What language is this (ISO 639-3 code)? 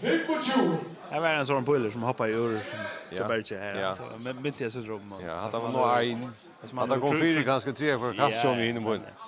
fao